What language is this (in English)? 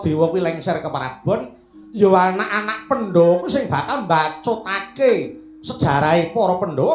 Javanese